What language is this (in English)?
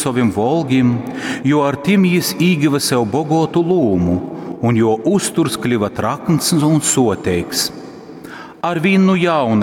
Latgalian